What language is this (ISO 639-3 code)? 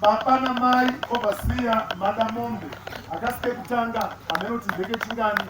sna